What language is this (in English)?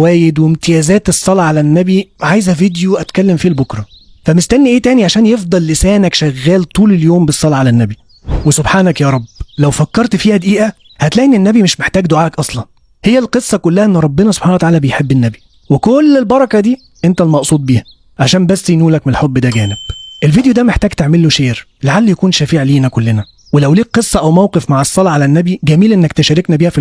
Egyptian Arabic